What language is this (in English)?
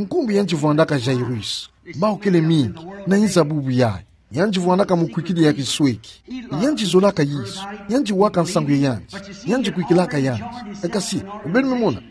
Kituba (Democratic Republic of Congo)